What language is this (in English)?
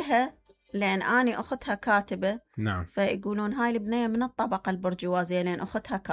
Mesopotamian Arabic